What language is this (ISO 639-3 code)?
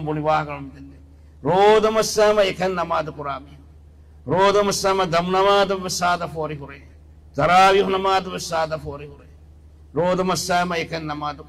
div